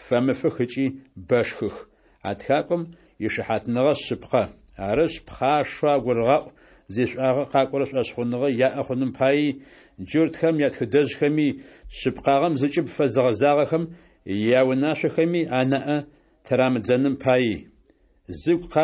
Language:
Adyghe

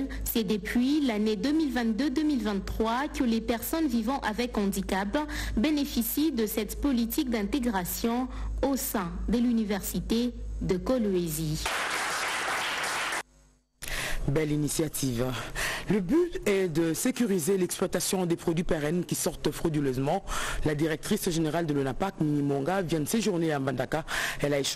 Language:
French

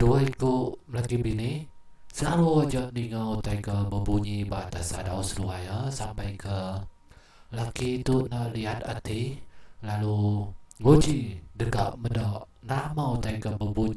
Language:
Iban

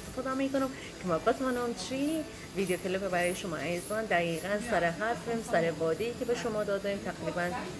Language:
Persian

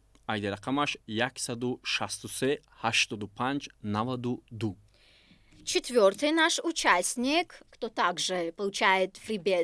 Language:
Tajik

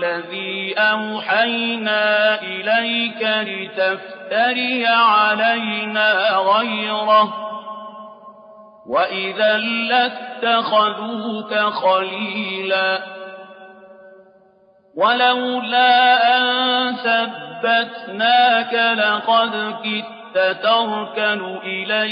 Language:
Arabic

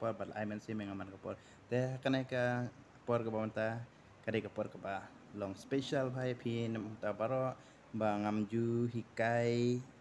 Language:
Khasi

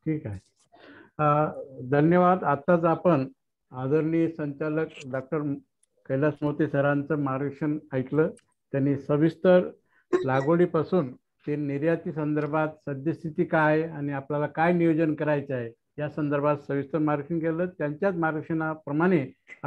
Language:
Marathi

